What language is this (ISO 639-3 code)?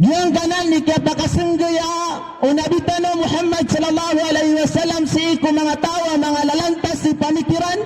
mrw